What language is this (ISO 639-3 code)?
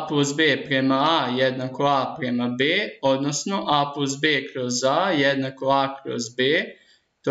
srp